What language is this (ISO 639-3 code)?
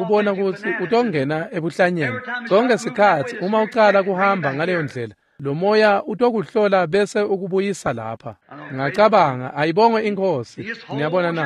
ssw